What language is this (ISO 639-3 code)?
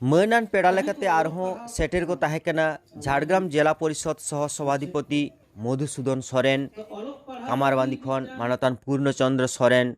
sat